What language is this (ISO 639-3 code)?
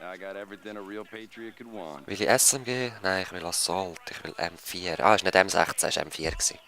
gsw